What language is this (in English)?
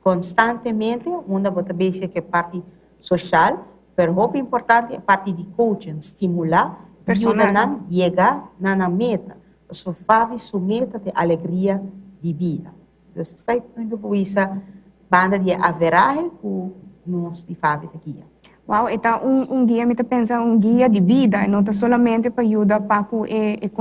Papiamento